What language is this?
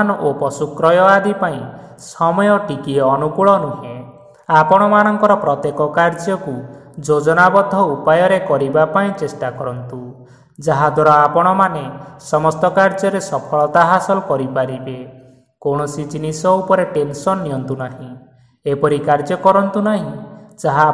Odia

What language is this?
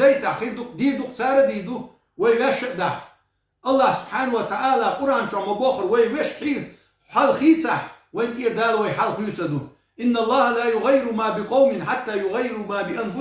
Chechen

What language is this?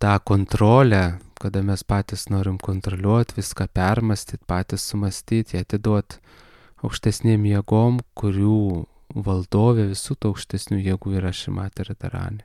Lithuanian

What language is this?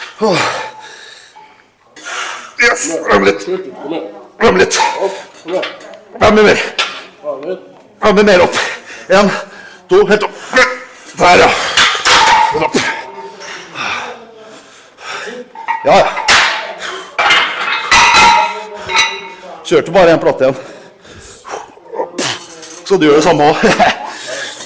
Norwegian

